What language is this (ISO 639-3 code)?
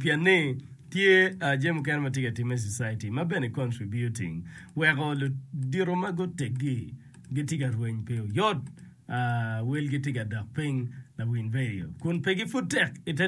ach